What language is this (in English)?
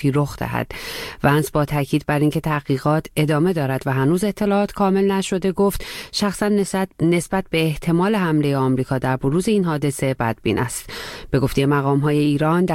Persian